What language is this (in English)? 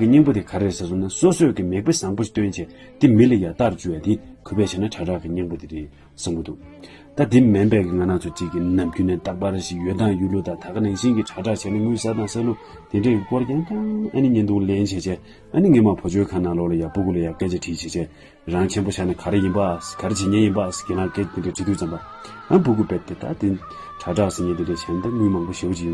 Tibetan